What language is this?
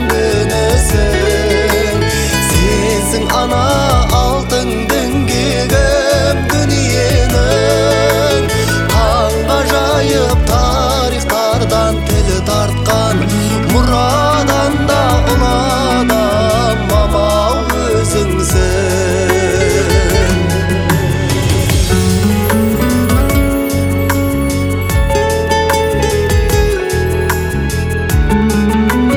Kazakh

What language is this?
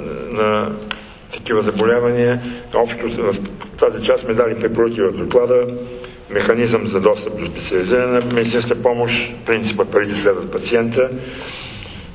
Bulgarian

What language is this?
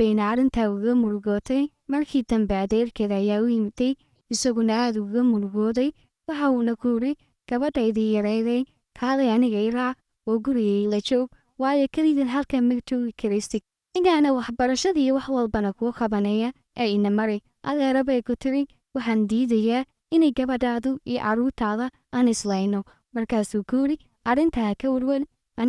Somali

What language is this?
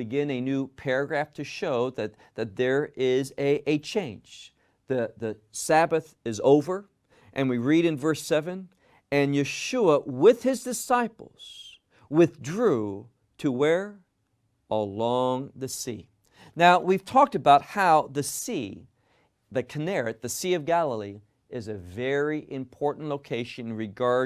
English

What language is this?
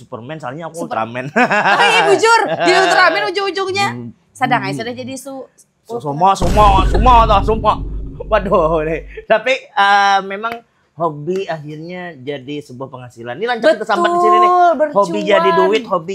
Banjar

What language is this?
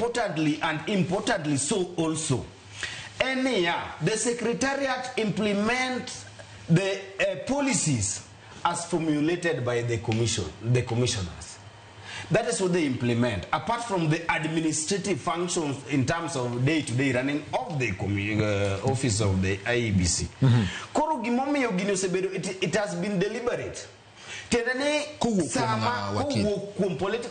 Luo (Kenya and Tanzania)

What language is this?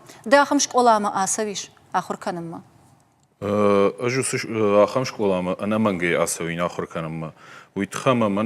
Ossetic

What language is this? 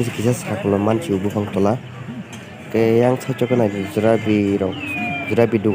Kok Borok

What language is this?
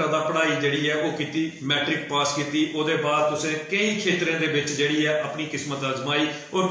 Dogri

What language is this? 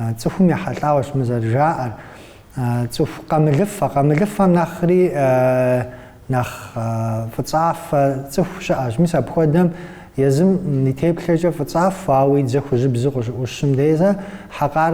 Kabardian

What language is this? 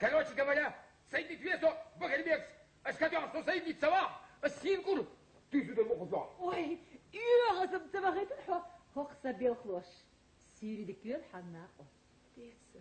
Chechen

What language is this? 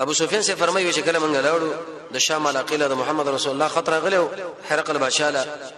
Pashto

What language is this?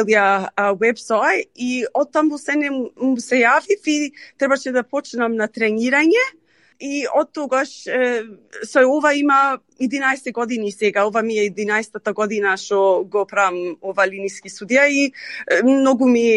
Macedonian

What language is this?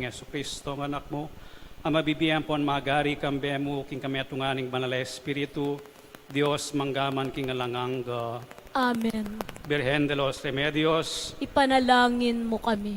Pampanga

